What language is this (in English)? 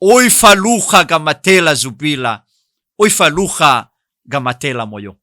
Nias